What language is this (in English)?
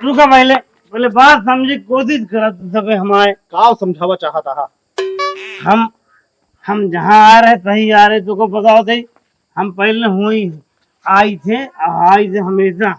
Awadhi